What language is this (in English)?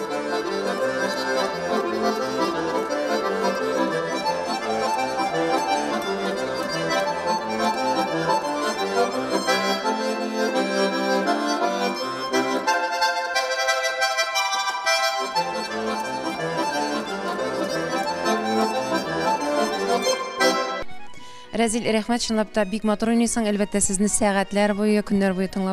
Tatar